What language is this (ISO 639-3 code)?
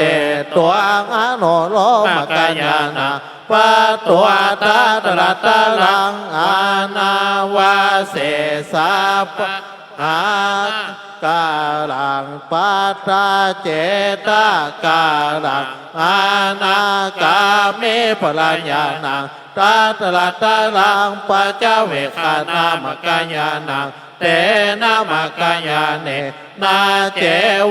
pli